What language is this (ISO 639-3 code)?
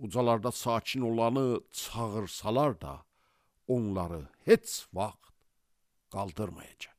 aze